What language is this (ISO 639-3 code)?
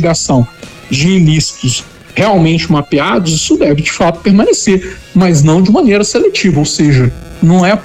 por